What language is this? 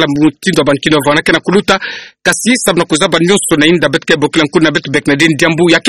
Kituba (Democratic Republic of Congo)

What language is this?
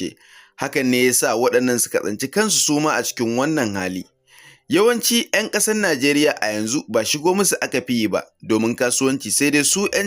Hausa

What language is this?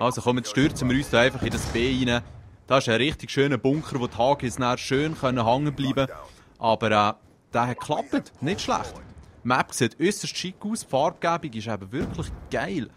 Swiss German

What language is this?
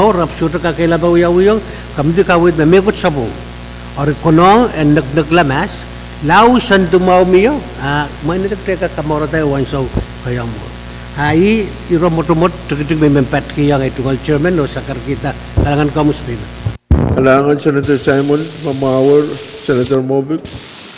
Pohnpeian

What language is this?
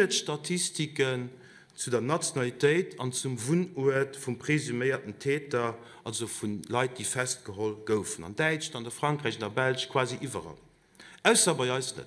Luxembourgish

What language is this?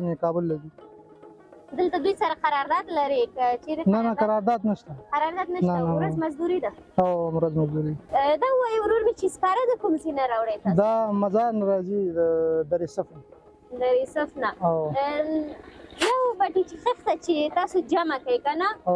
Pashto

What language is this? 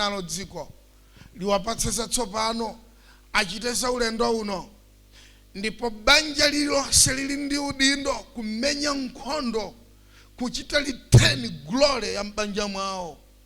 Nyanja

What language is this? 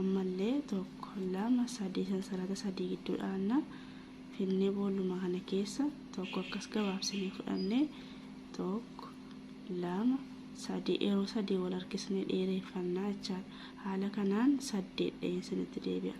Oromo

